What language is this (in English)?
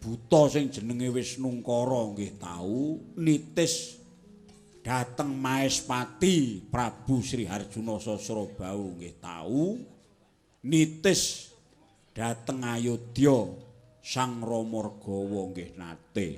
Javanese